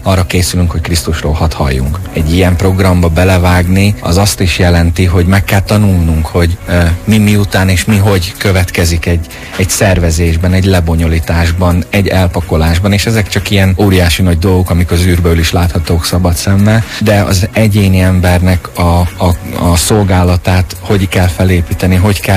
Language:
Hungarian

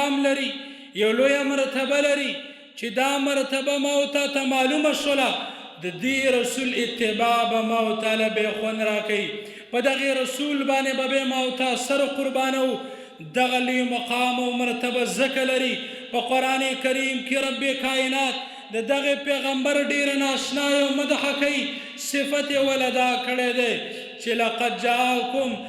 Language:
Pashto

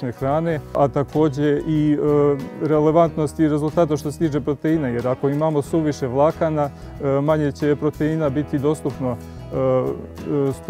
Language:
Serbian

